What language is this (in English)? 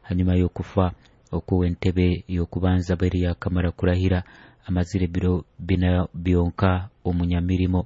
Nyoro